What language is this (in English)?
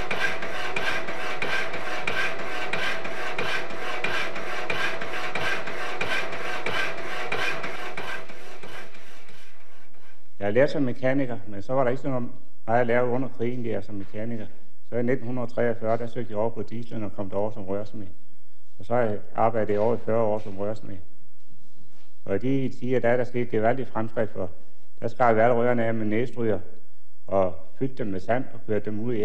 Danish